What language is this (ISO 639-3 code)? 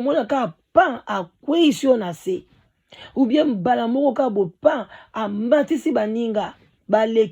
lin